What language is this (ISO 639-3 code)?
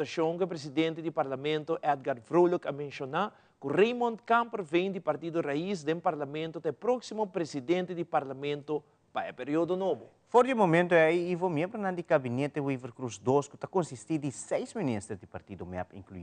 pap